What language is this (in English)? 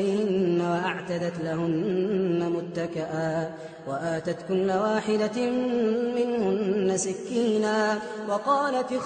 Arabic